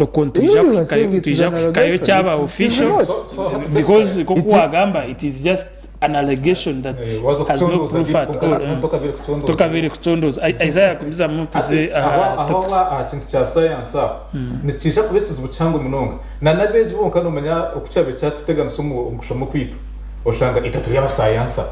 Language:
Nyankole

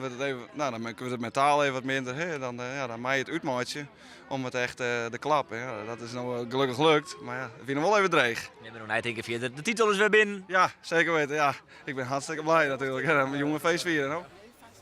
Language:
Western Frisian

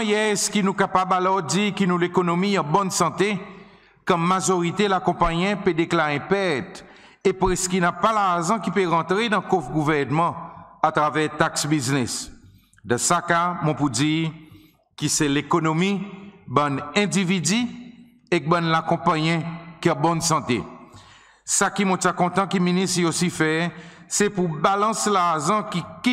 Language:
Seselwa Creole French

